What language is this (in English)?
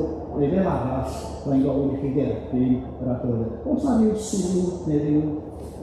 Welsh